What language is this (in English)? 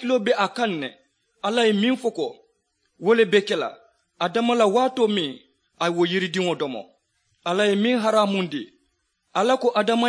Mandingo